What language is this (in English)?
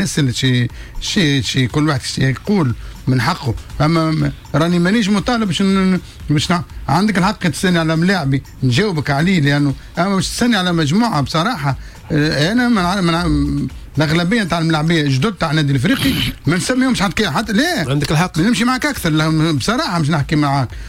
Tunisian Arabic